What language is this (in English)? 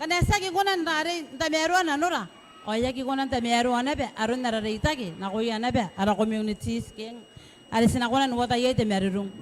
Gilbertese